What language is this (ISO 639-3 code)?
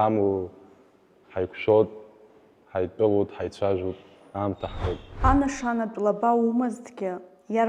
abk